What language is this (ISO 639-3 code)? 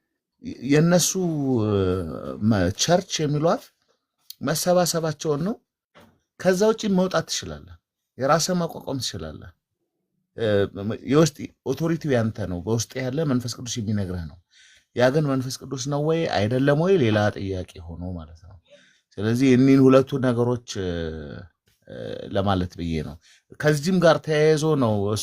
amh